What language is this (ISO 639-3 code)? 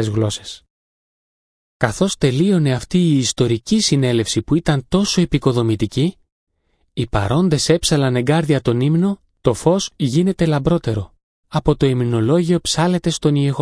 ell